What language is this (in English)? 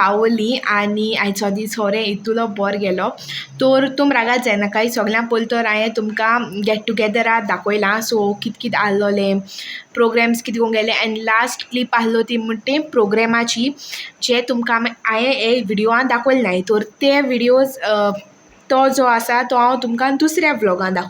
Konkani